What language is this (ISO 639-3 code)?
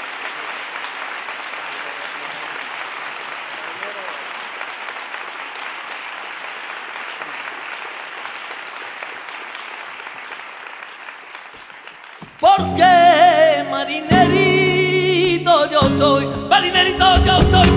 spa